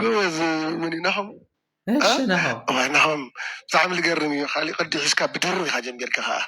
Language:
Tigrinya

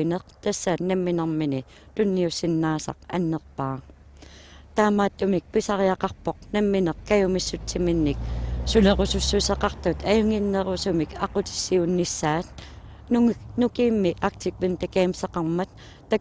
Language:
Kalaallisut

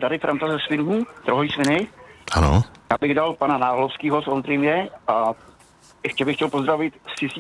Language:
Czech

